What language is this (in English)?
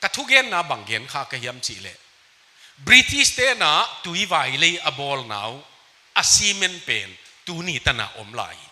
Tedim Chin